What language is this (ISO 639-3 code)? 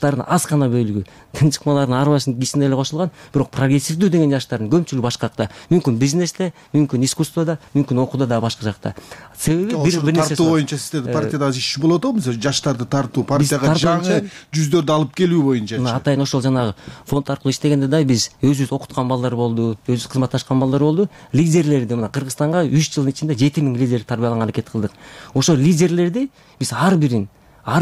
kir